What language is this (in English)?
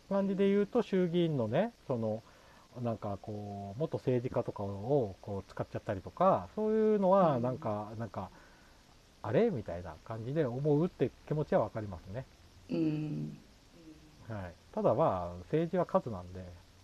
Japanese